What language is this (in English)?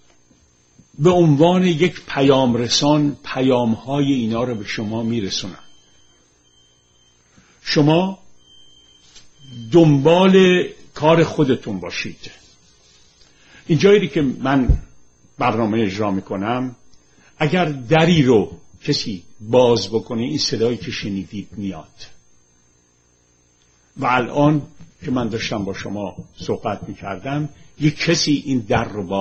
Persian